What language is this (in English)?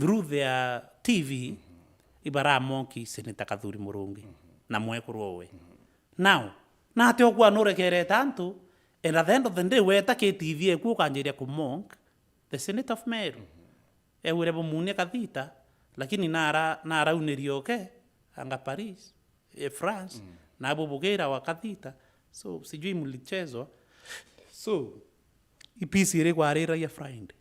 Meru